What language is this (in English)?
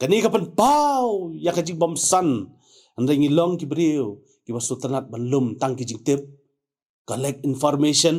Khasi